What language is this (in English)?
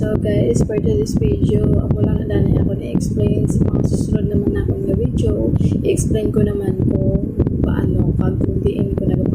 Hiligaynon